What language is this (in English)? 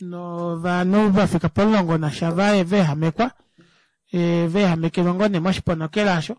Kuanyama